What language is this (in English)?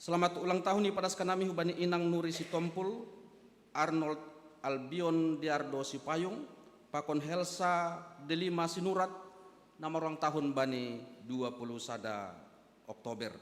Batak Simalungun